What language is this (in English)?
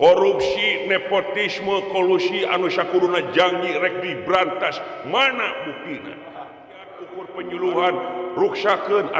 Sundanese